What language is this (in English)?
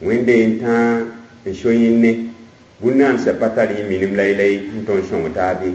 Mossi